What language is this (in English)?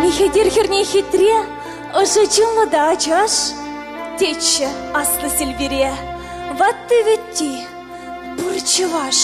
Chuvash